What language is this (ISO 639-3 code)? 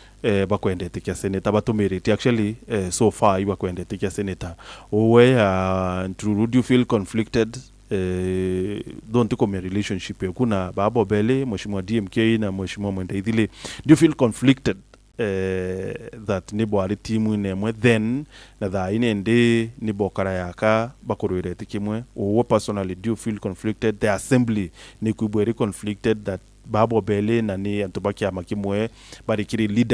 mer